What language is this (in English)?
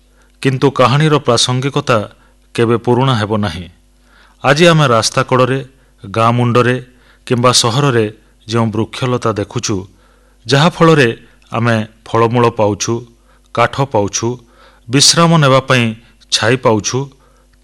Odia